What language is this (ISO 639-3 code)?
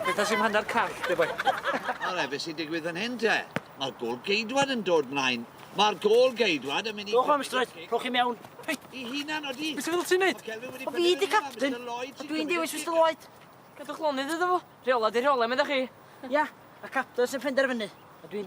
cym